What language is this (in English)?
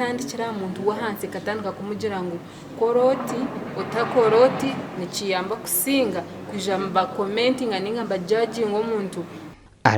Nyankole